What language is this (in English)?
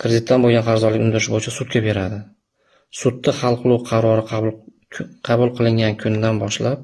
Uzbek